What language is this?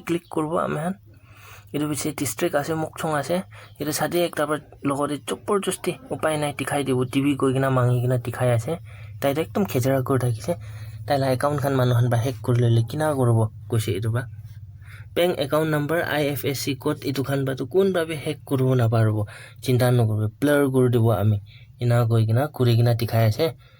Naga Pidgin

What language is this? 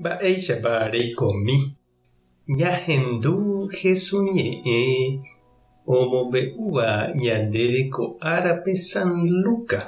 Guarani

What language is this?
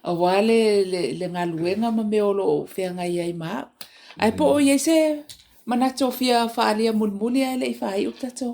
Samoan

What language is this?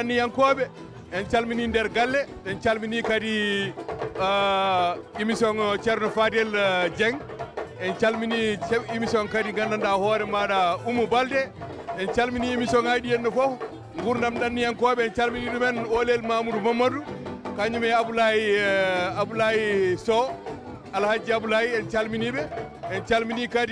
Fula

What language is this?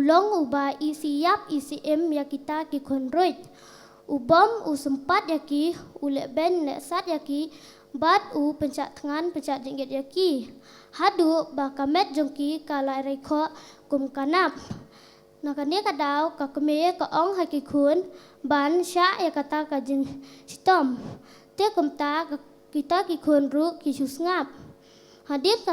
Khasi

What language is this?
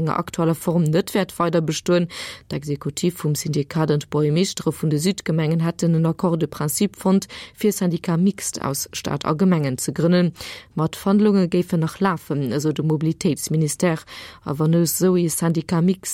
Luxembourgish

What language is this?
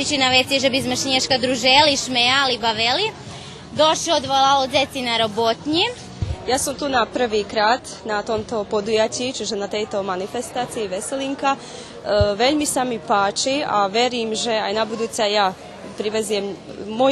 Rusyn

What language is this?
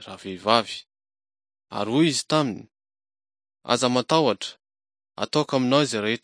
Malagasy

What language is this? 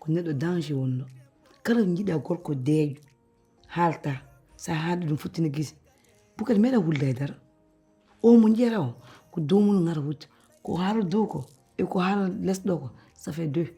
Fula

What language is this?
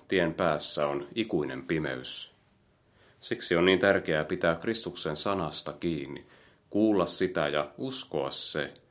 Finnish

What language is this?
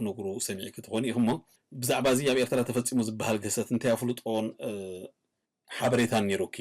Tigrinya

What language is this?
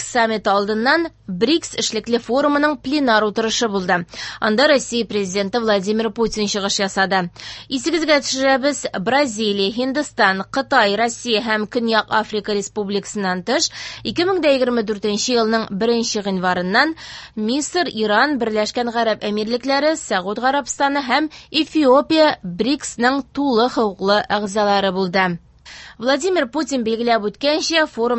Tatar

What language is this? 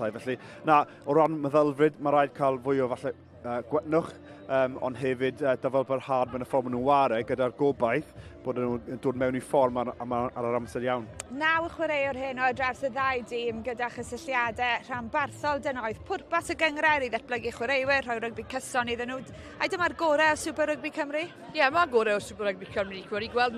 Welsh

